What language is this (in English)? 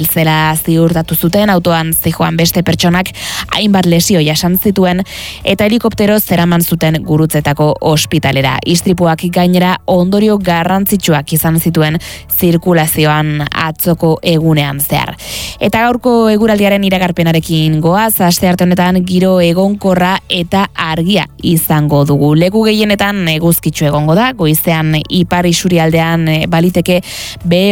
Basque